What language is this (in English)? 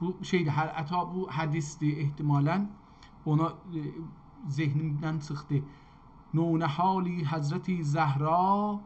South Azerbaijani